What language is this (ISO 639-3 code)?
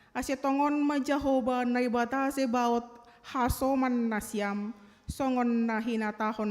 bts